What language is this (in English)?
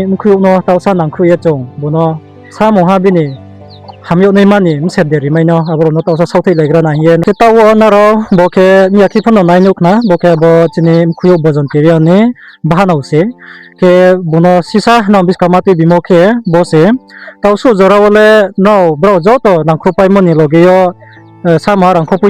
Riang (India)